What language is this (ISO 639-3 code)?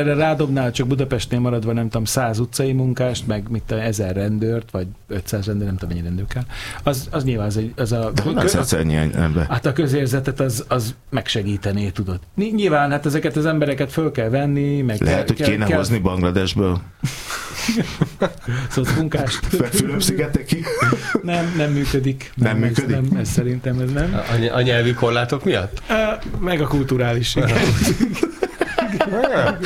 hun